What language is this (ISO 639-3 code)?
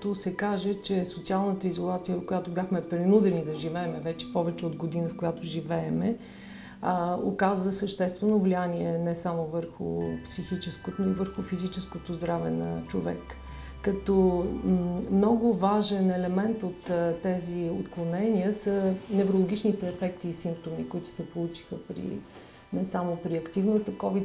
bul